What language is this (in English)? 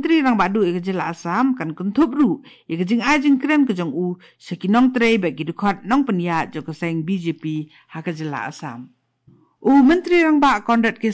Khasi